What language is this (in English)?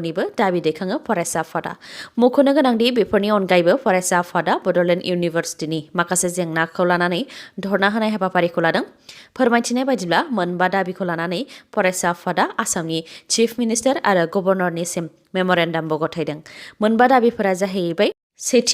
Bodo